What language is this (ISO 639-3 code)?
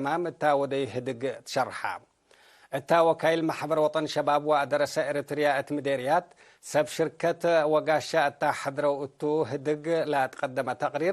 tig